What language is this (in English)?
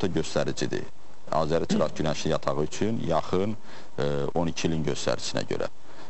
Azerbaijani